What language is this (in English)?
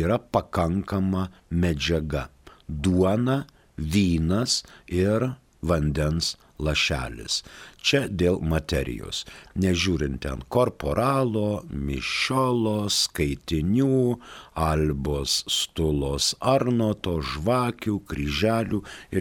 Lithuanian